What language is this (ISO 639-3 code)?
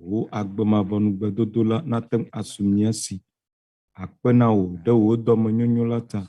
ewe